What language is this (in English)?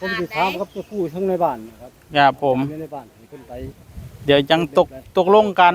Northeastern Thai